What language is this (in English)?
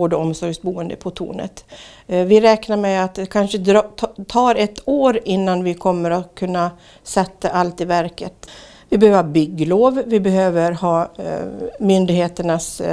Swedish